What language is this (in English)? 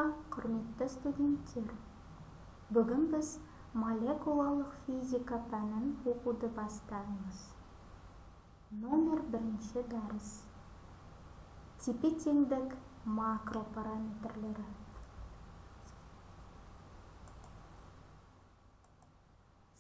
Kazakh